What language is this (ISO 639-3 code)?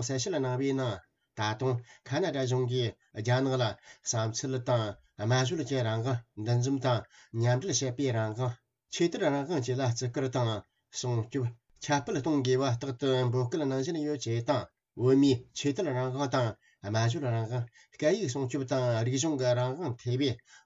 bod